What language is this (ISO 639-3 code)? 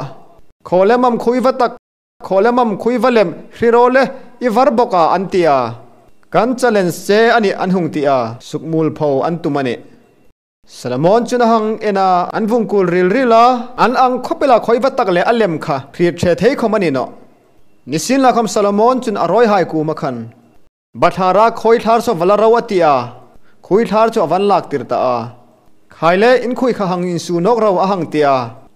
hmr